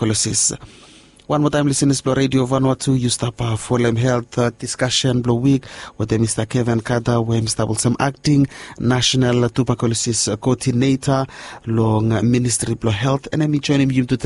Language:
Bislama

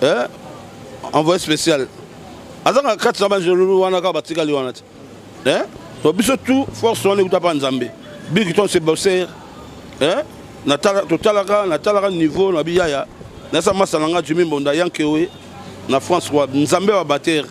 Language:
Lingala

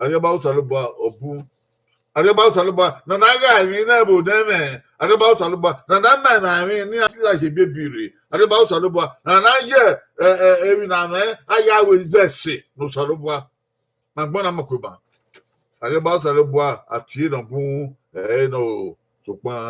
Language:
Bini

